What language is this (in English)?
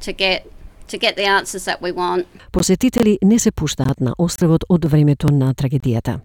Macedonian